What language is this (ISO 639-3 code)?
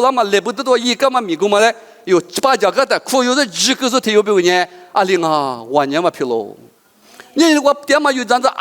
lis